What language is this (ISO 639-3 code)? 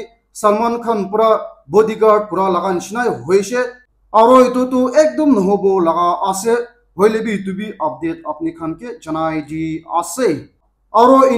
nag